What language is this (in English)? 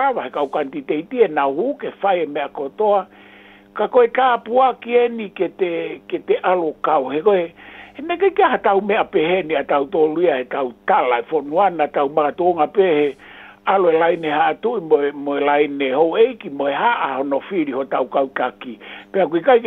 Tongan